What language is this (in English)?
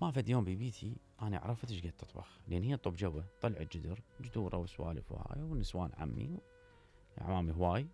Mesopotamian Arabic